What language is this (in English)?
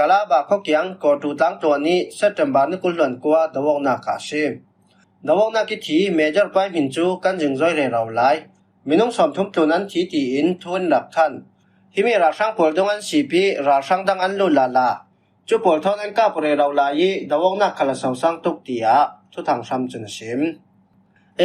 Falam Chin